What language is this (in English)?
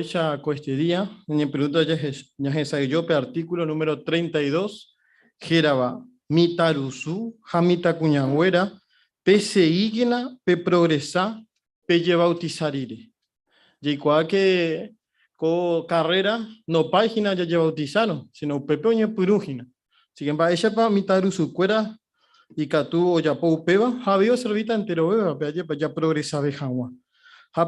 Guarani